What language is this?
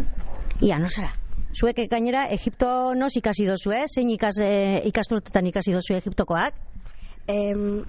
Basque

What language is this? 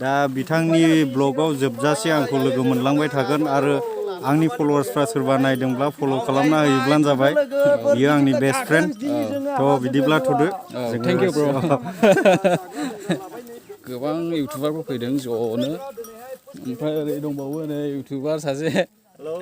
Bodo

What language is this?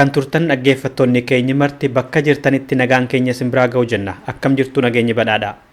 Oromo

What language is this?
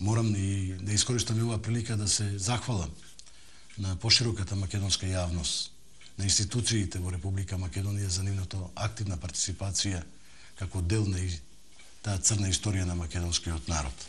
Macedonian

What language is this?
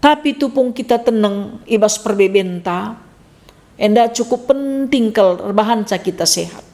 Batak Karo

